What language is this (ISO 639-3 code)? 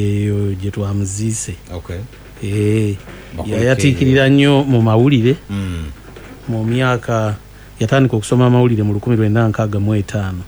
lug